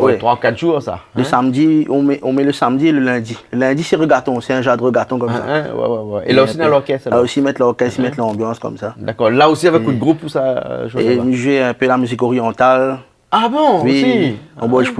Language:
Réunion Creole French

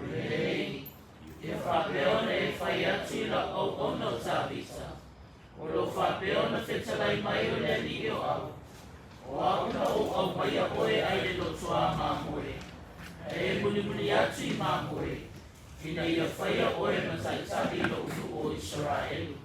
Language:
Samoan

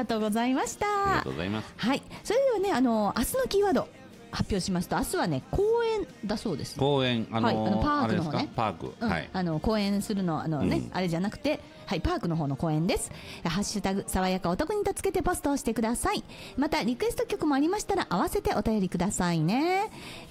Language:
Japanese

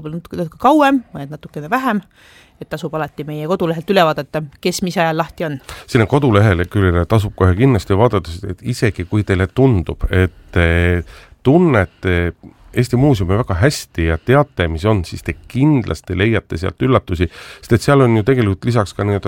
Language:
Estonian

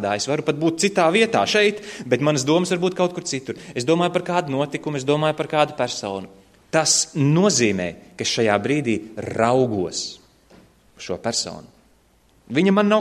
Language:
Latvian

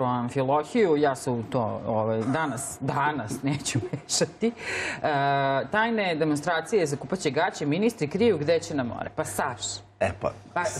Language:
Serbian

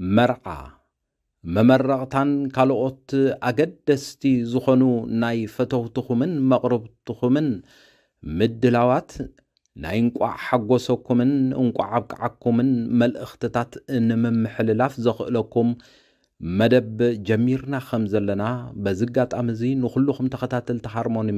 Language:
Tigrinya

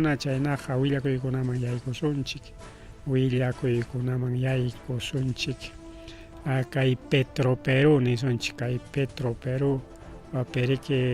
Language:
Ayacucho Quechua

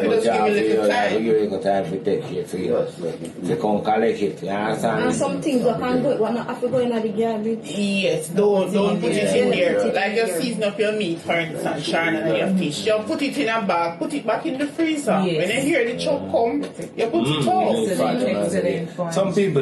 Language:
Jamaican Creole English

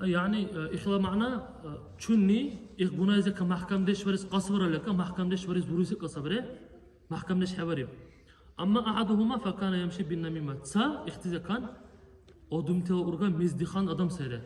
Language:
Dargwa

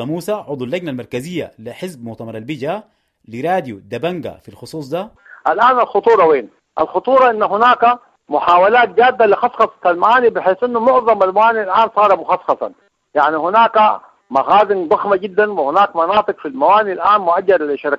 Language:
Sudanese Arabic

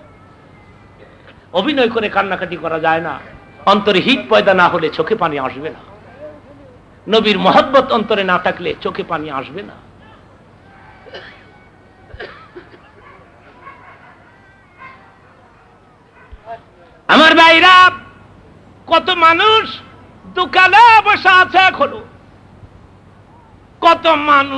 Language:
Bangla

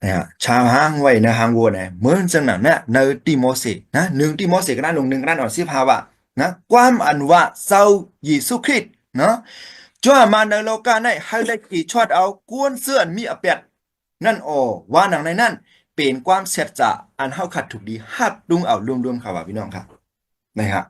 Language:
Shan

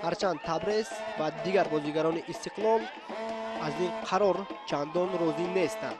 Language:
Tajik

